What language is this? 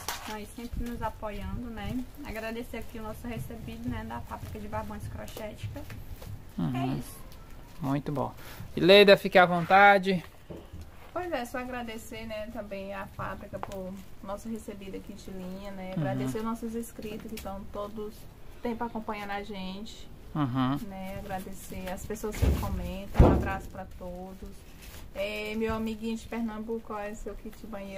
Portuguese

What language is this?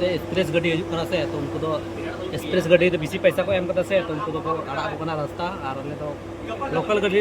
Santali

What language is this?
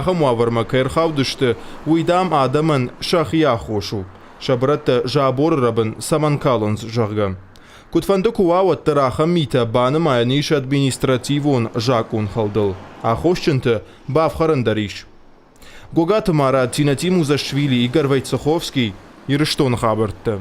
Ossetic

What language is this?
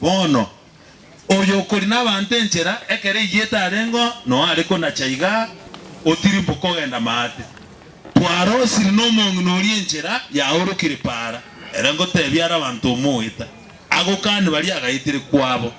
Gusii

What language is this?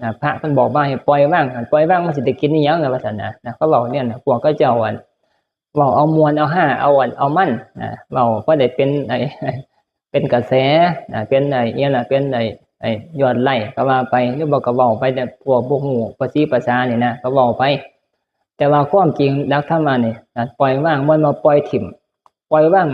Northeastern Thai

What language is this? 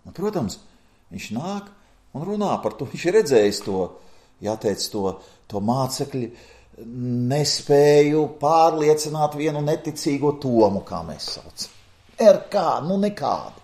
Latvian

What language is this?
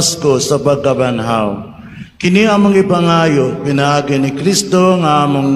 Cebuano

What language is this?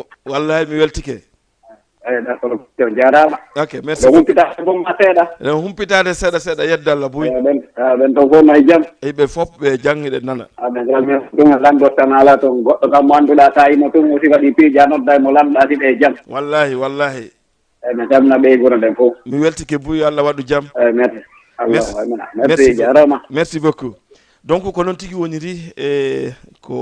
Fula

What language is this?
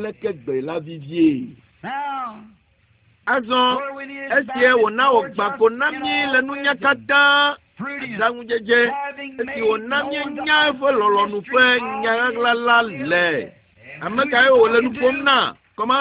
Ewe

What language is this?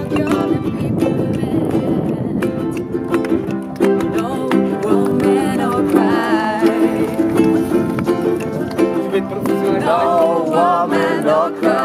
Czech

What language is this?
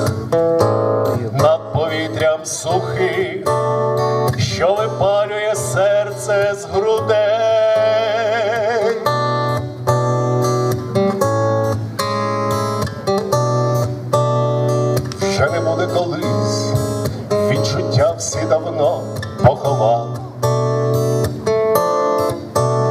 Ukrainian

